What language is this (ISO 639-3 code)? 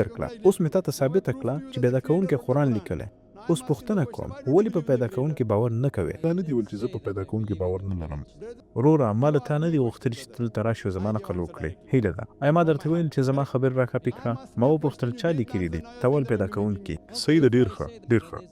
pus